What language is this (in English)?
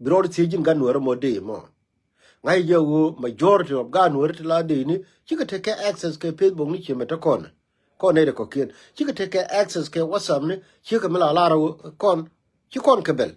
Nuer